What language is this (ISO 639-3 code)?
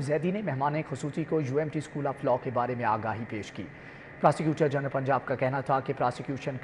urd